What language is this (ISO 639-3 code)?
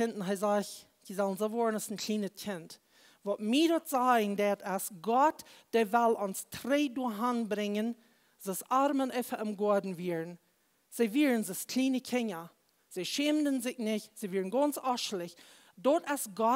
pdt